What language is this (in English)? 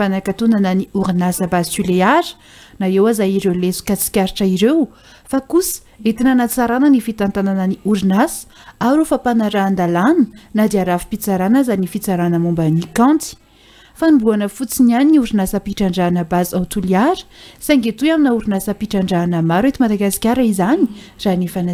Malagasy